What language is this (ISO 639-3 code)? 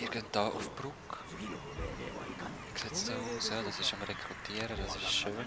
gsw